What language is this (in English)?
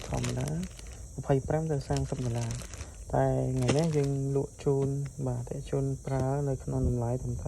Khmer